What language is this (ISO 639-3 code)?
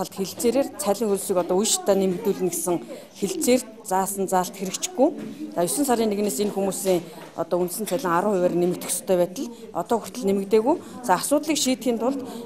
mon